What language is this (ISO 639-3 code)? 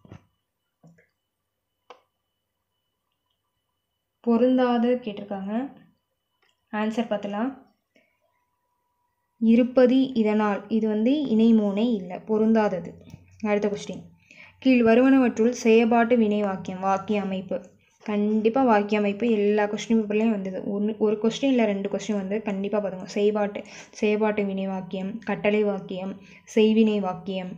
tam